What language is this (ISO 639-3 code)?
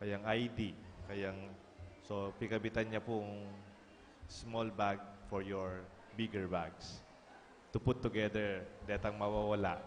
pam